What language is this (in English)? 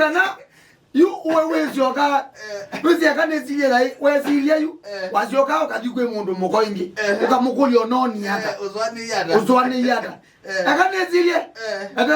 Kamba